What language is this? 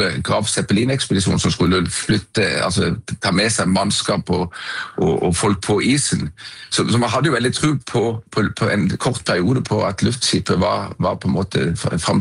Norwegian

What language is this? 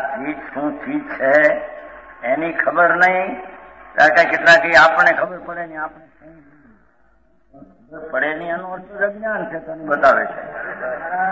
Gujarati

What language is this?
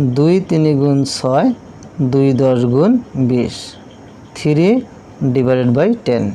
Assamese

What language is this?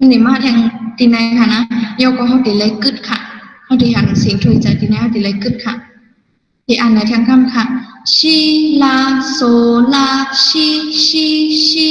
Shan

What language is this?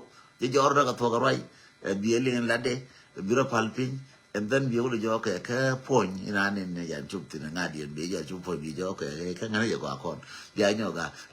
Nuer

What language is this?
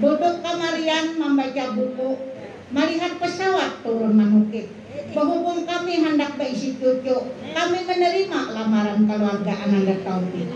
Banjar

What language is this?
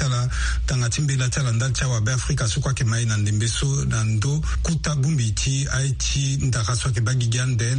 Sango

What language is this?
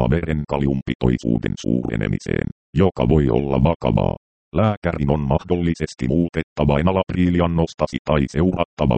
Finnish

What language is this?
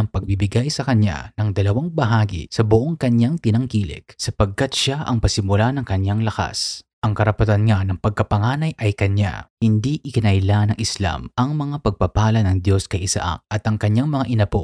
Filipino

